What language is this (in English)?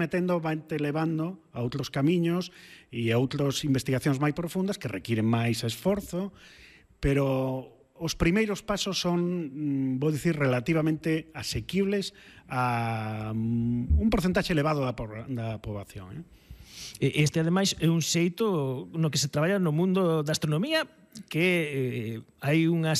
Galician